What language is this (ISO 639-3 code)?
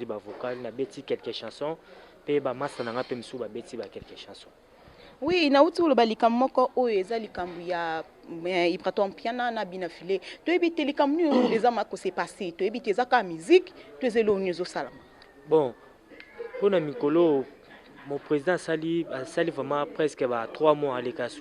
lin